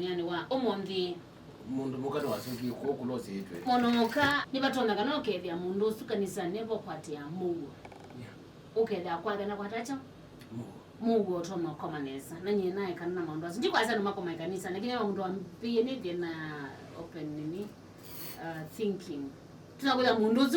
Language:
Kamba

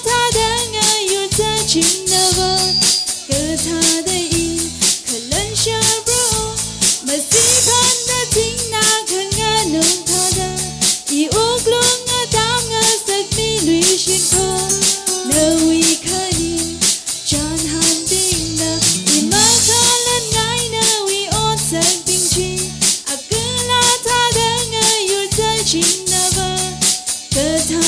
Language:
Tangkhul Naga (India)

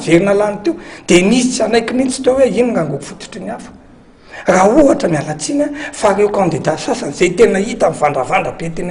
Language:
Malagasy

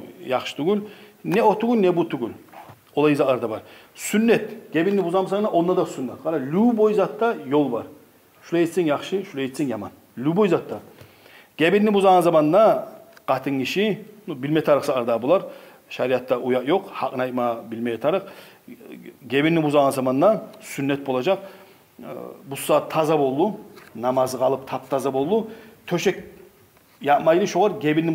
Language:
Kumyk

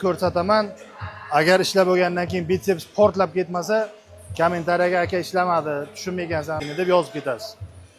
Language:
Uzbek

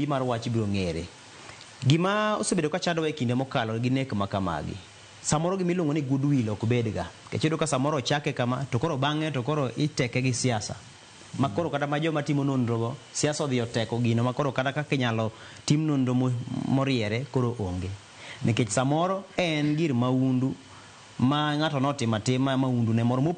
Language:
Luo (Kenya and Tanzania)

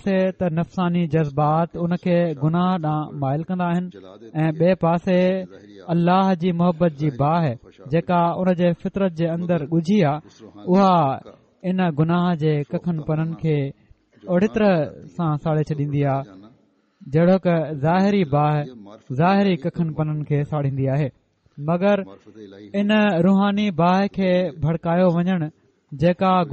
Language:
Sindhi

